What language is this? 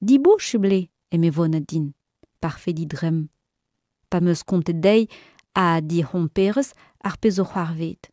Breton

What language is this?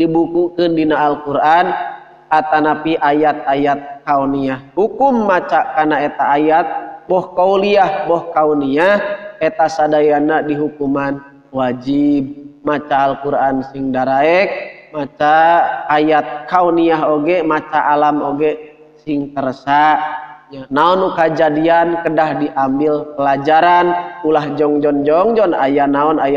Sundanese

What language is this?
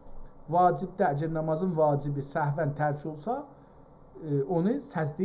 South Azerbaijani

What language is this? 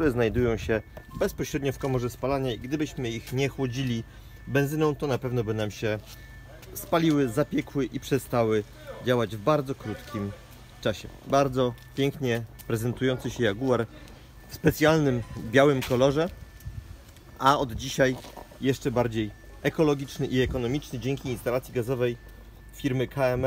Polish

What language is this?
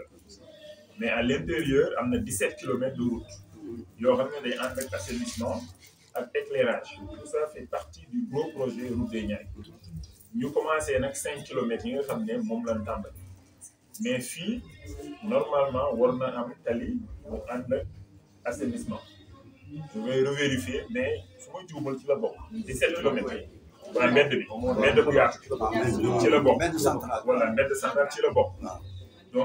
Wolof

